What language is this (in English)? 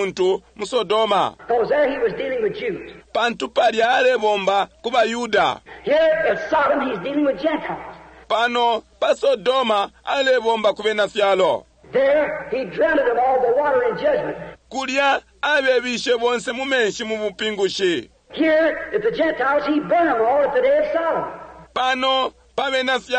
Bemba